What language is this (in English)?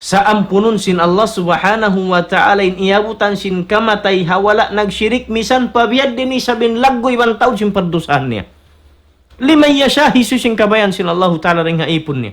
Tausug